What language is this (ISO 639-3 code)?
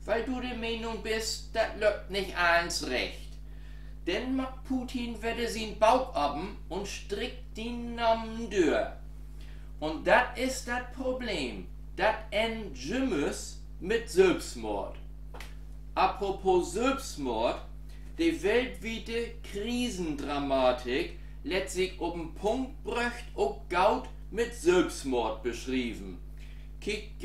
nds